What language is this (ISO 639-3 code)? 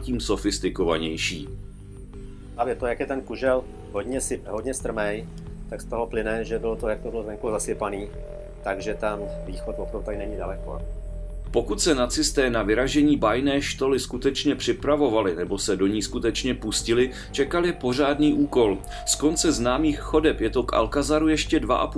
ces